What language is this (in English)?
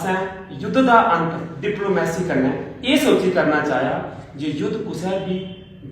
Dogri